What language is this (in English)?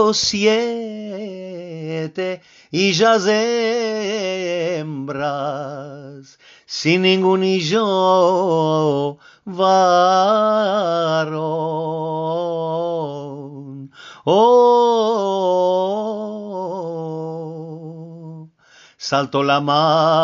Ladino